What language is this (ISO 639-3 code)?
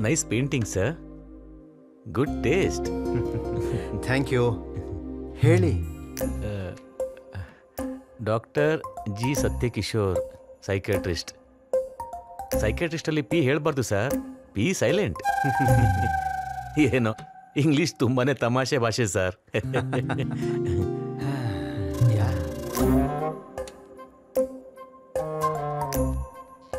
kan